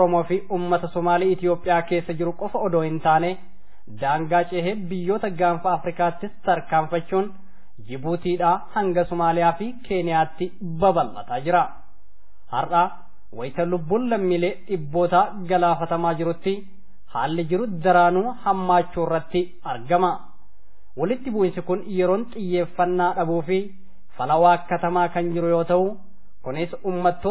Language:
Oromo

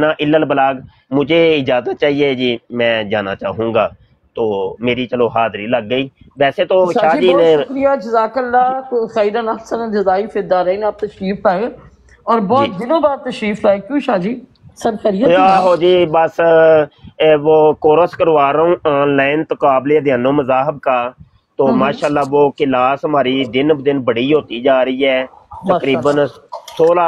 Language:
Urdu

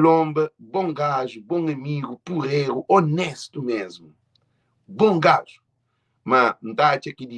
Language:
Kabuverdianu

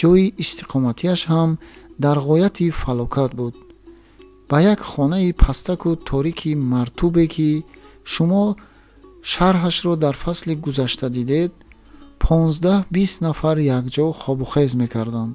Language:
Tajik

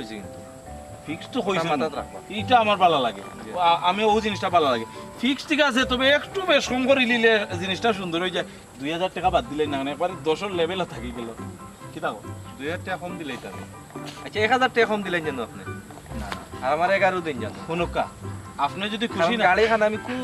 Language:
Sylheti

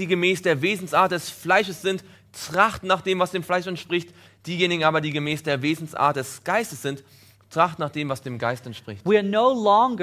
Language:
German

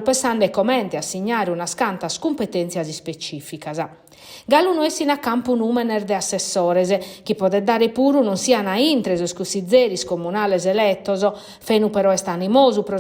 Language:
Sardinian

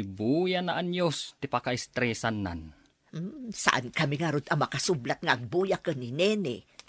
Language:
Iloko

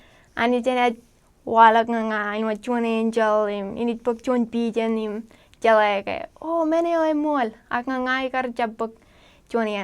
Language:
Marshallese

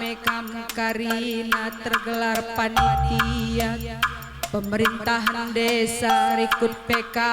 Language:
Batak Karo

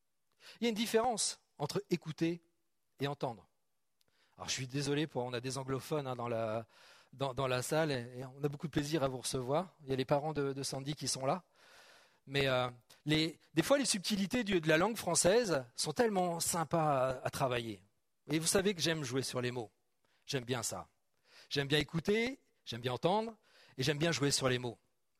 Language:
French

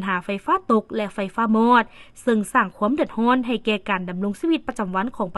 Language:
Lao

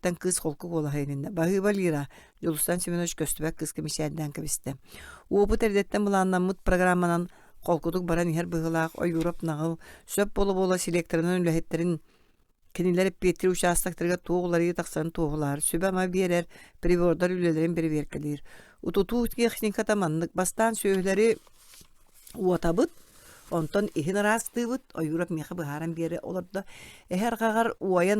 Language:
Yakut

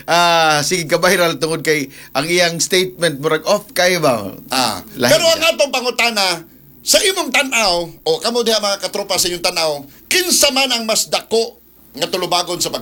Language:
Cebuano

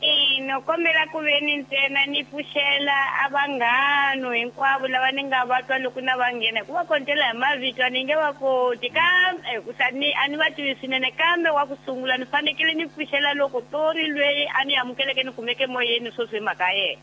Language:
Tsonga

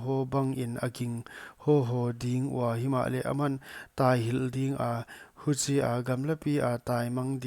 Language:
Paite Chin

